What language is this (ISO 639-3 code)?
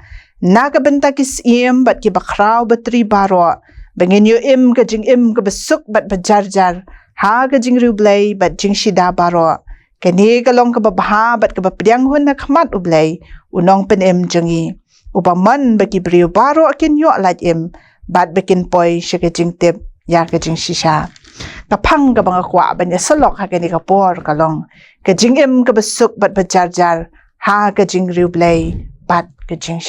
kha